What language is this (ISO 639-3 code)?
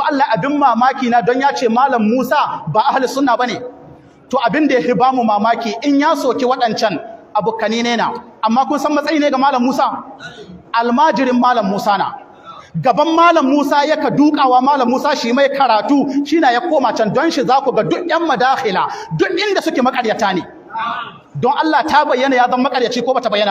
hau